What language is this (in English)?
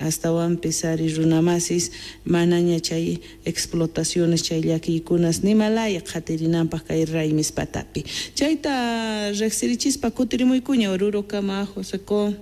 South Bolivian Quechua